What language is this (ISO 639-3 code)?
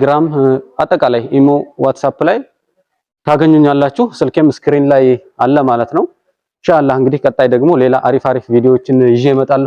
amh